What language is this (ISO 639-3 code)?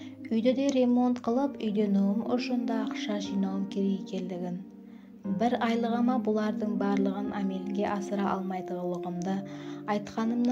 kaa